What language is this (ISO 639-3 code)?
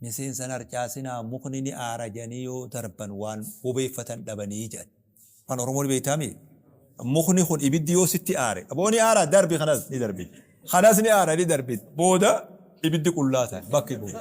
orm